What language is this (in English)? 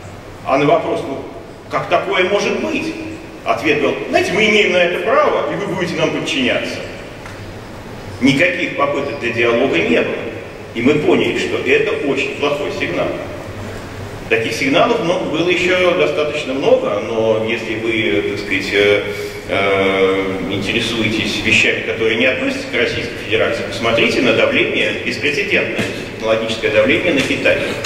Russian